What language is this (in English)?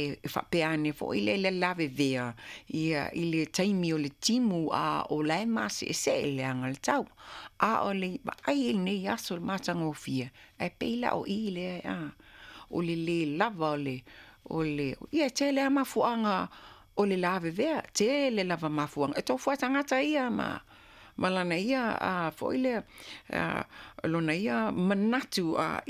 Samoan